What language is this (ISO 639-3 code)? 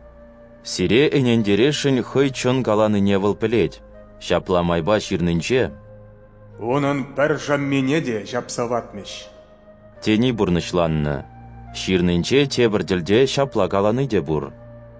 chv